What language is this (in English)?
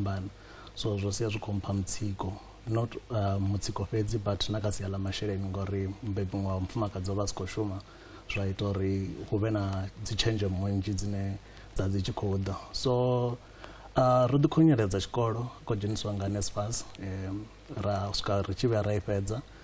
Venda